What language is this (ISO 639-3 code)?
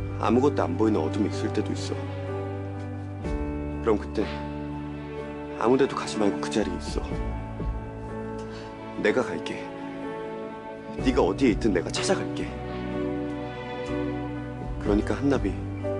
kor